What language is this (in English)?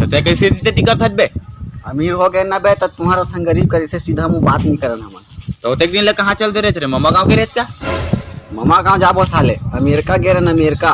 Chhattisgarhi